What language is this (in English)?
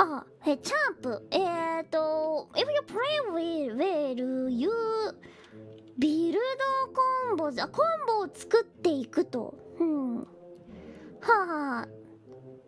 Japanese